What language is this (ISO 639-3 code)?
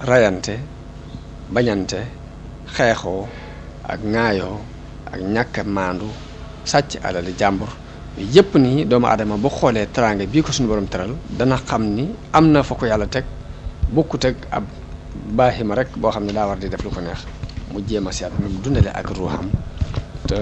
wol